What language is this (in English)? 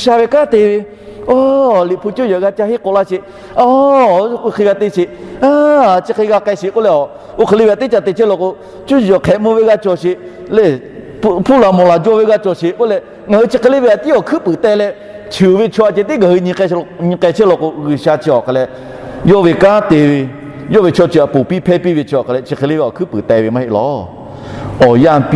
Lahu